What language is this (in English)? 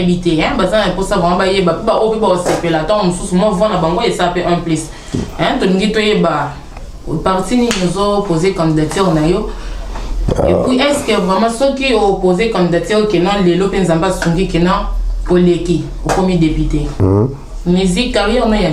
Lingala